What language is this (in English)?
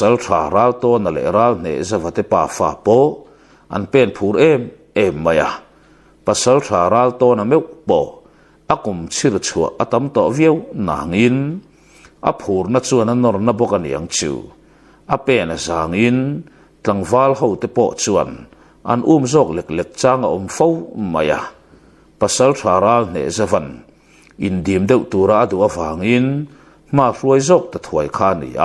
Mizo